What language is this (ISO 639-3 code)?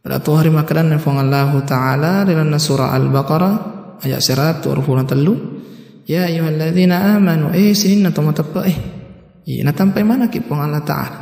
bug